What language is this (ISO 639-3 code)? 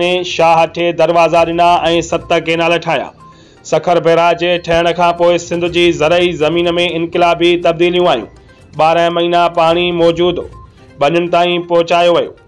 snd